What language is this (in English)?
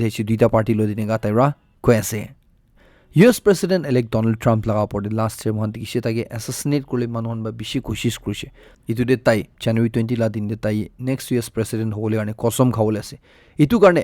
Naga Pidgin